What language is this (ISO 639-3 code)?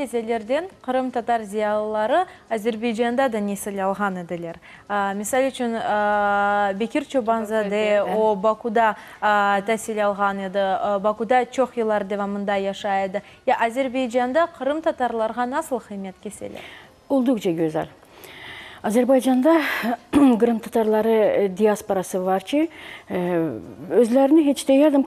crh